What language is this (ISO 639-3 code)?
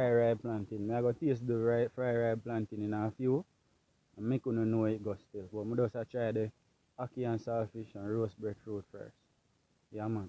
jam